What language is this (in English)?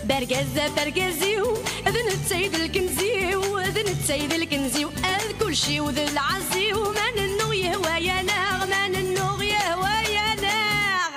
Kabyle